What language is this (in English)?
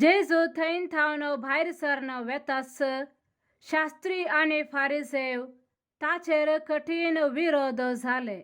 Konkani